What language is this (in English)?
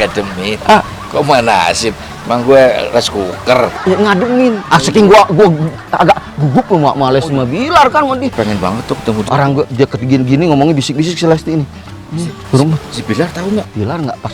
Betawi